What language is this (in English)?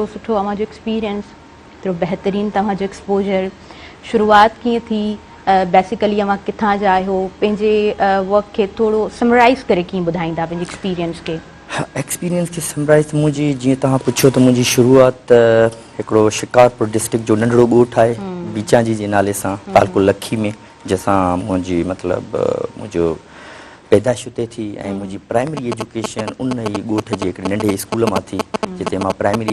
Sindhi